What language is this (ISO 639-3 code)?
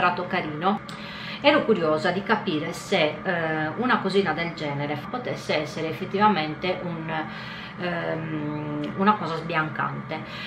ita